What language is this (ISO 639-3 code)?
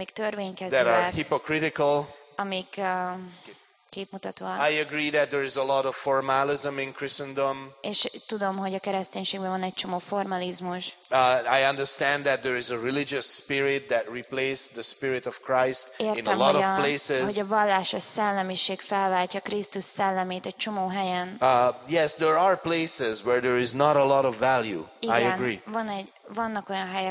hun